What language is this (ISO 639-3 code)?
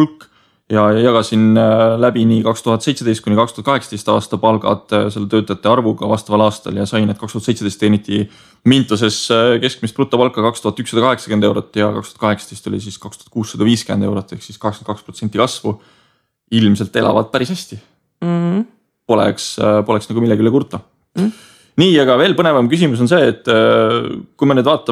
est